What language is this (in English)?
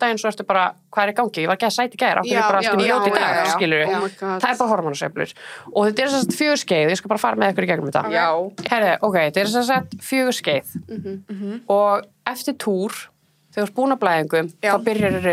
Icelandic